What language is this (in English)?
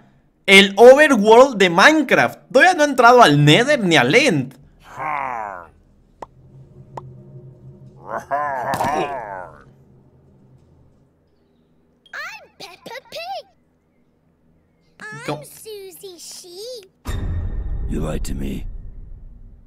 Spanish